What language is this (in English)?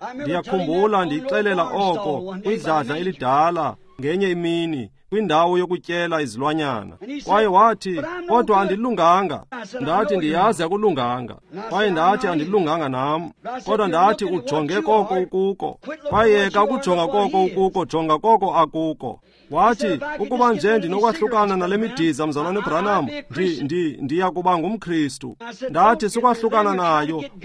Xhosa